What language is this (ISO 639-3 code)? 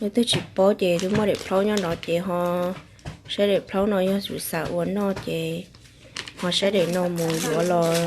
hmn